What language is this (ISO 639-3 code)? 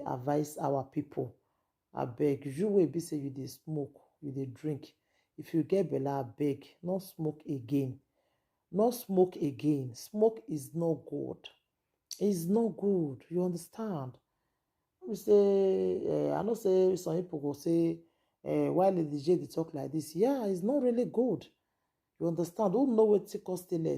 pcm